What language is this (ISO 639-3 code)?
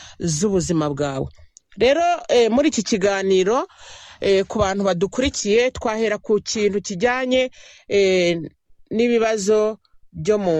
kin